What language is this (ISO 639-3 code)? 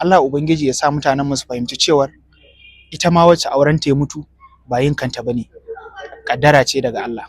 hau